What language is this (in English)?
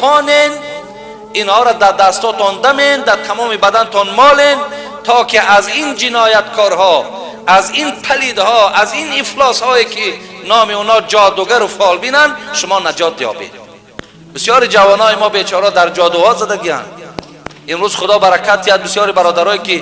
Tajik